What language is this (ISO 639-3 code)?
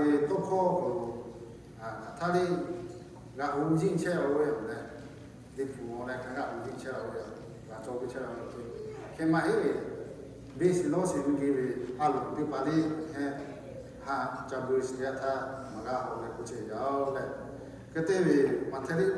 lhu